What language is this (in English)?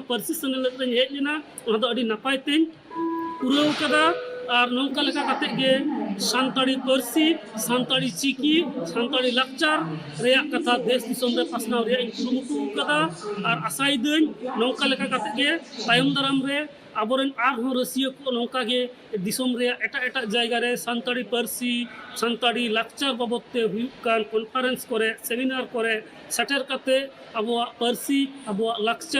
Santali